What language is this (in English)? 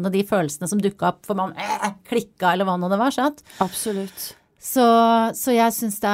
Norwegian